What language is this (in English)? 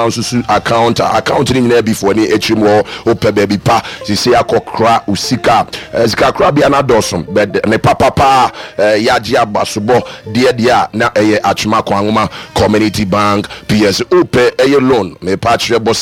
Akan